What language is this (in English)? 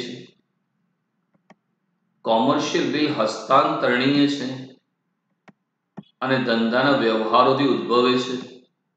Gujarati